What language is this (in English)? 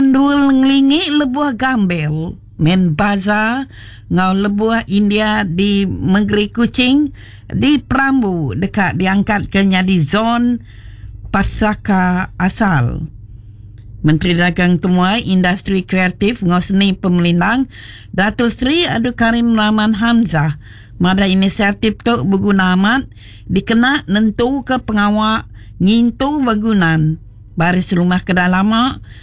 Iban